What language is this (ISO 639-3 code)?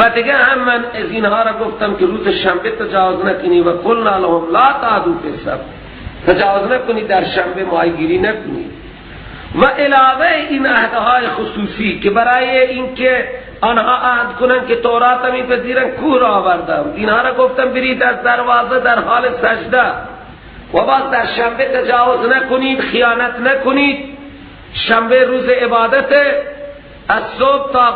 fas